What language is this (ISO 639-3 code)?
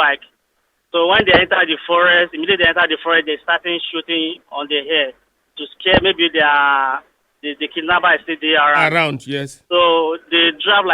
pcm